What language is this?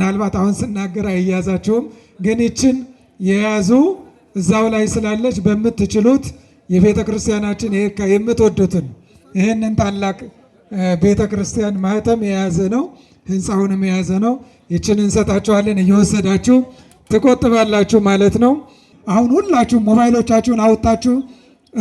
Amharic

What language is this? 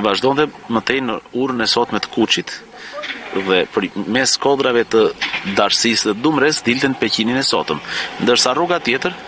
Albanian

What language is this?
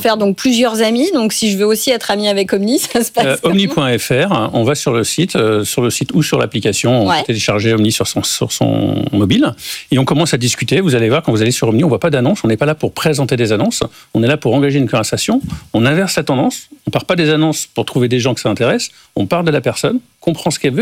French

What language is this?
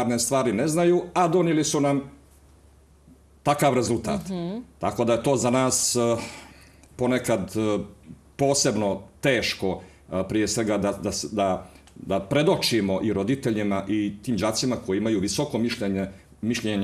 Bosnian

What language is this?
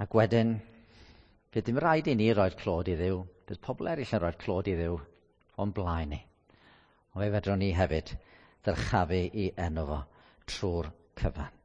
Welsh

